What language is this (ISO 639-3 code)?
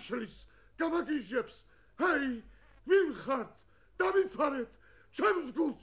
kat